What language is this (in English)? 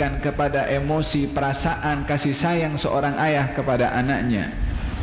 Malay